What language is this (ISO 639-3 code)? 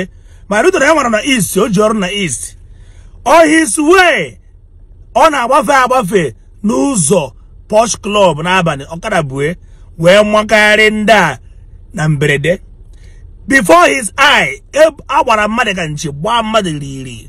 ibo